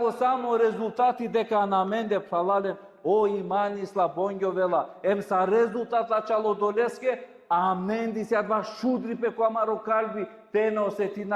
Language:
Balkan Romani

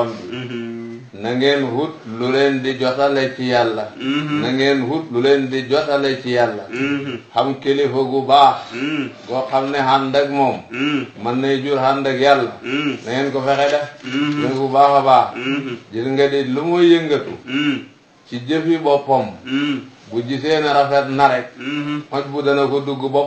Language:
Wolof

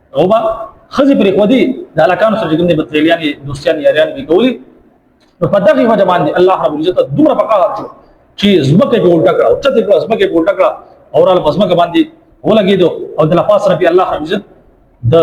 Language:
Pashto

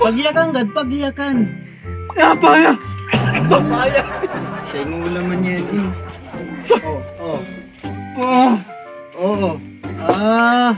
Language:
Waray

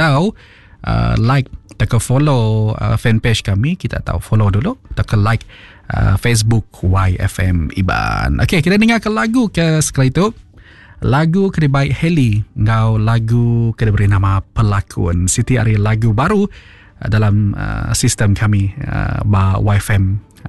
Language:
Iban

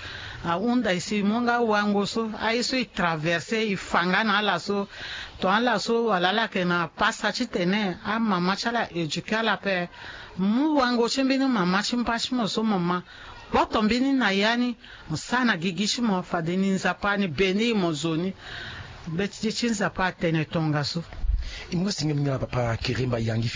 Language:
Sango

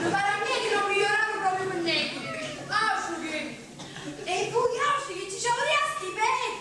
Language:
Sicilian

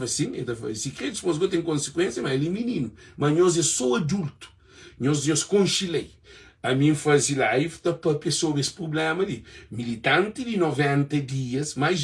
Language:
Kabuverdianu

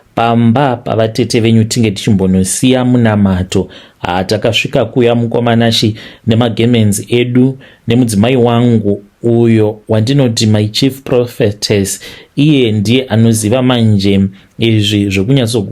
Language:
Shona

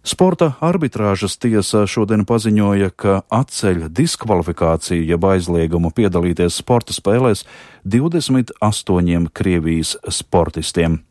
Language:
Latvian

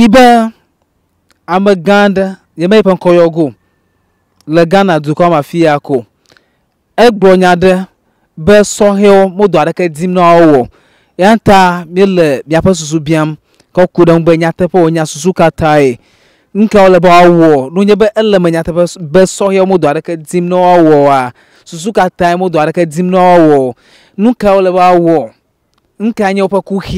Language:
Ewe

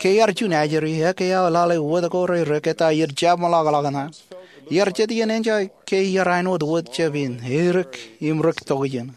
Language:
Marshallese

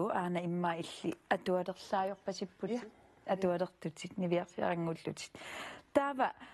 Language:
Kalaallisut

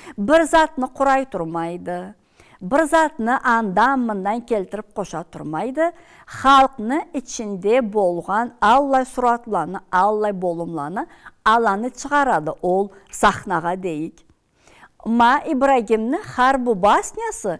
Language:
Karachay-Balkar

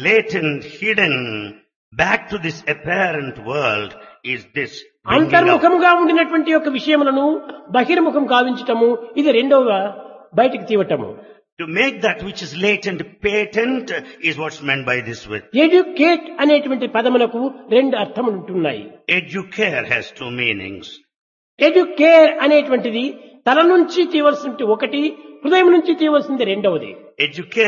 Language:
Telugu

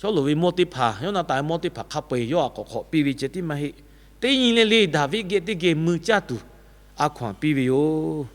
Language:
Lahu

